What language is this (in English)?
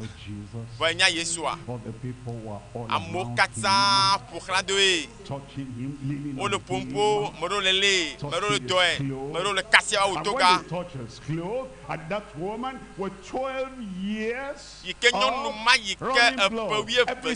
Ewe